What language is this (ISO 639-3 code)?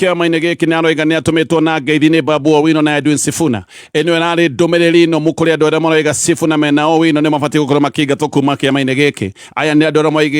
kik